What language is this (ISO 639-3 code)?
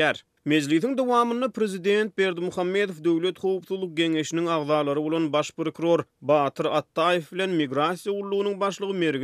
tuk